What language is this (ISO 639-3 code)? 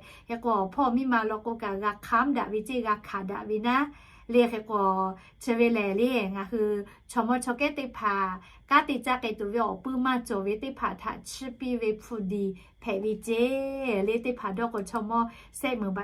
lhu